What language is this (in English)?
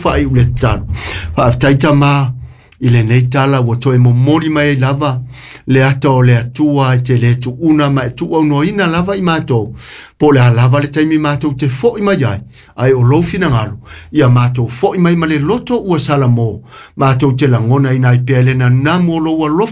Samoan